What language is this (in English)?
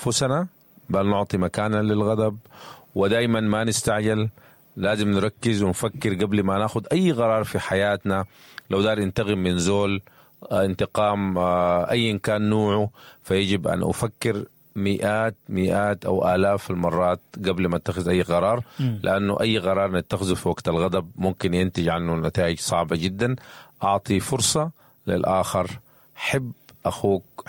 Sudanese Arabic